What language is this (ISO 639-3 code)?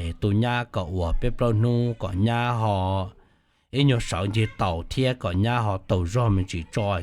hmn